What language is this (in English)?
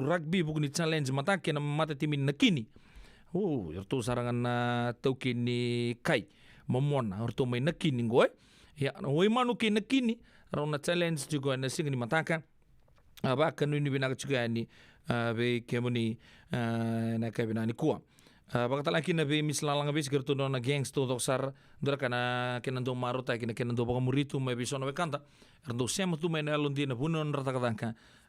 Fijian